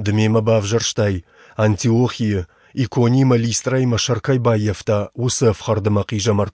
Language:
Ossetic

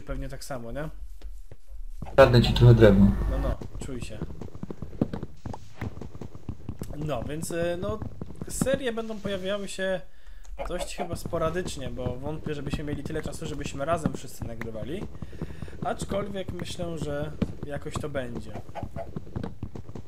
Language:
Polish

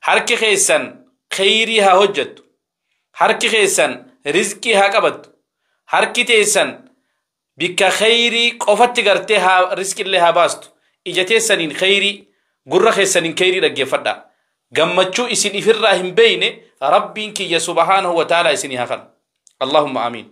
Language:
Oromo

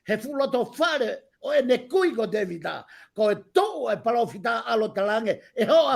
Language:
Tongan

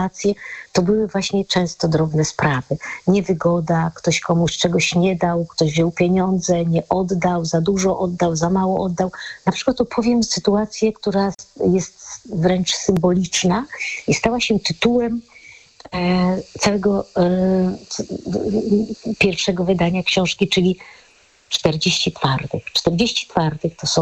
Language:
Polish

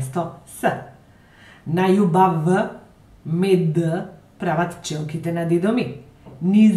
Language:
Macedonian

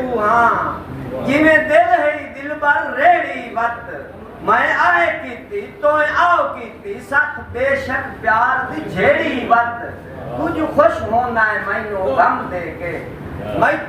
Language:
Saraiki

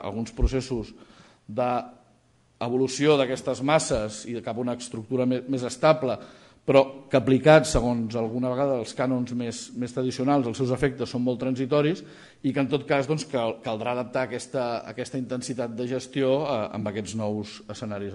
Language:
Catalan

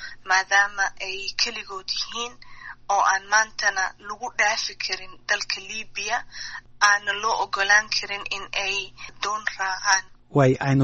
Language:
Somali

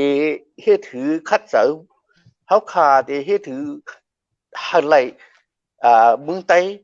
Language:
Shan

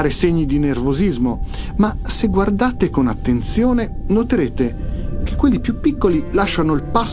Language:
Italian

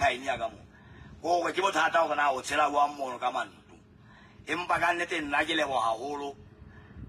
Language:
Southern Sotho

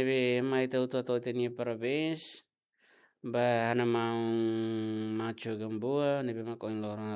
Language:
Tetum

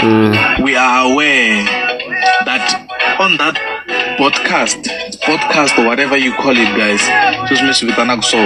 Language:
Tsonga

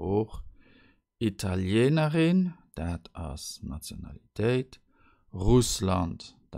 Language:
Luxembourgish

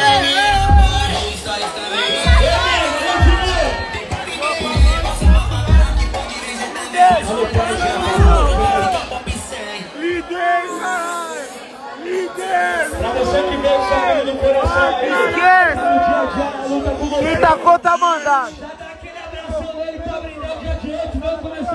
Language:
Portuguese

